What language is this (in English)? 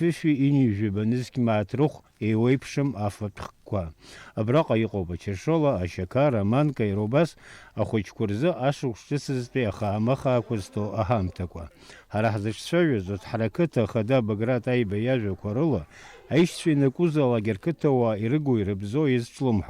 Abkhazian